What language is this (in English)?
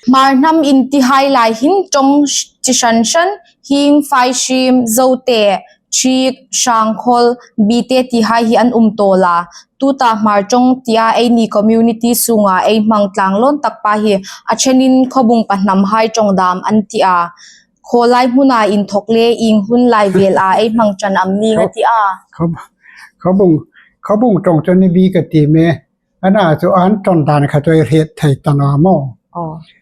Hmar